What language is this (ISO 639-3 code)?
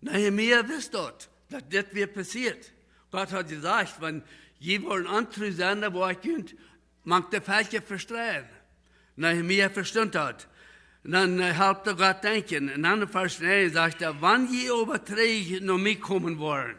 pdt